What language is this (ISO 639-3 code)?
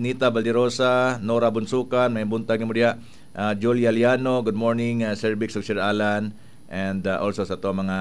ceb